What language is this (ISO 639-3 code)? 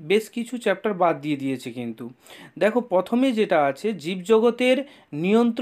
ben